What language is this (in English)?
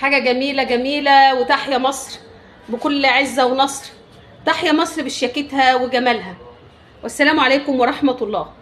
Egyptian Arabic